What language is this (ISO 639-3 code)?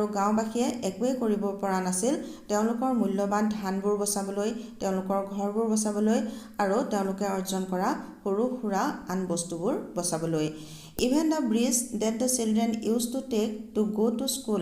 asm